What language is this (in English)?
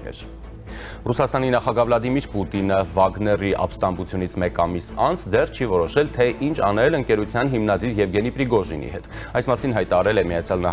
Armenian